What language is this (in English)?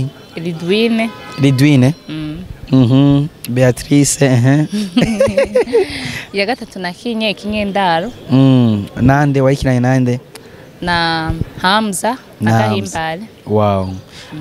Rundi